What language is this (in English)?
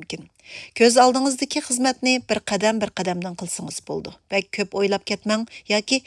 Uyghur